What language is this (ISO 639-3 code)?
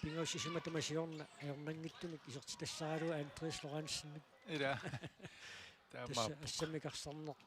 kal